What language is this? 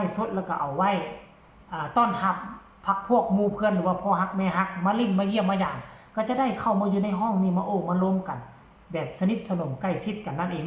Northeastern Thai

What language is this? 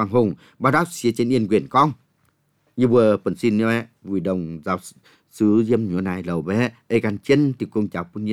Vietnamese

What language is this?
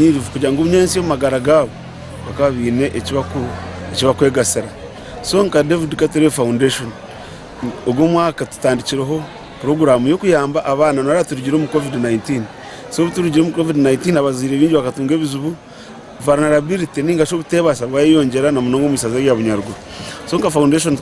Nyankole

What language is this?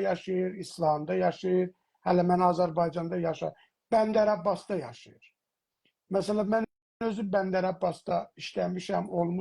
South Azerbaijani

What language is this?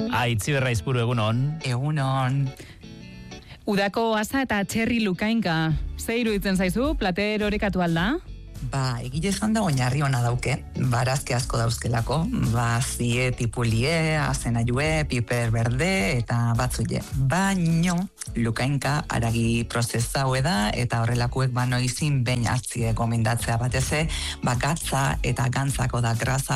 Basque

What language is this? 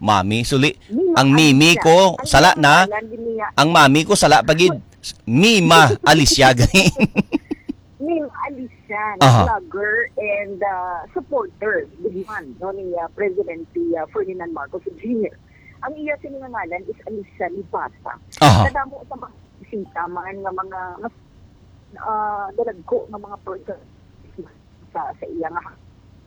Hiligaynon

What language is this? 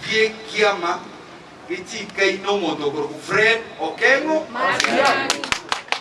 Gusii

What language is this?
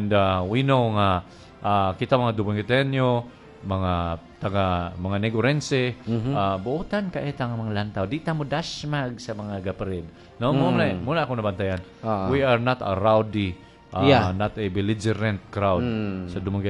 Cebuano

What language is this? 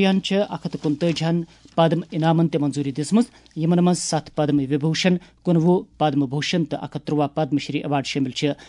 Kashmiri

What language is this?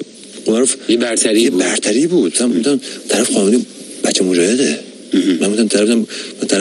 Persian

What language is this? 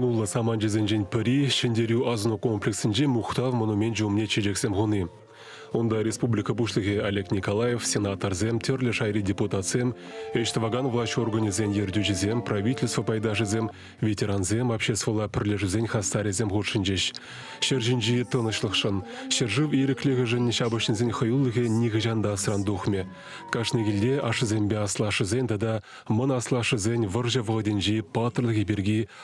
Chuvash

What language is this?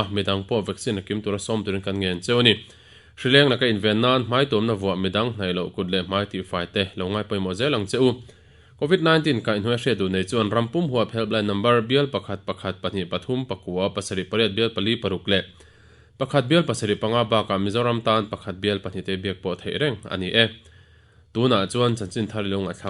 Mizo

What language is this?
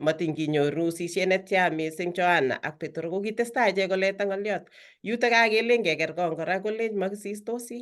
Kalenjin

